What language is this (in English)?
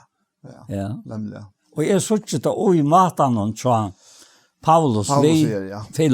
Faroese